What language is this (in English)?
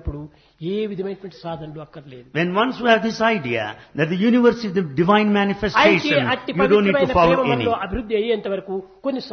Telugu